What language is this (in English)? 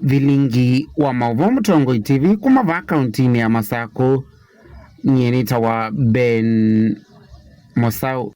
Kamba